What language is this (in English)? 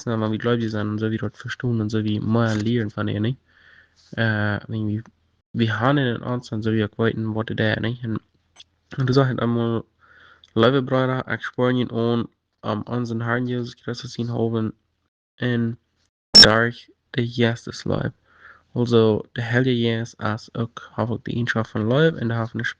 Plautdietsch